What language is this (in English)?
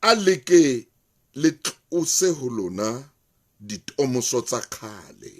Southern Sotho